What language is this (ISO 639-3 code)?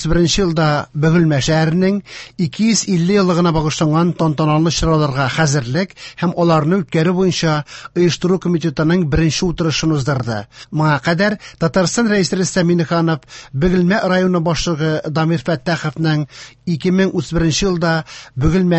tat